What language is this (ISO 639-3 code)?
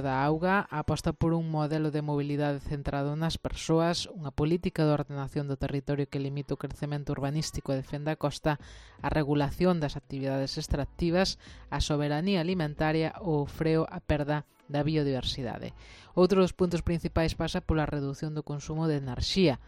glg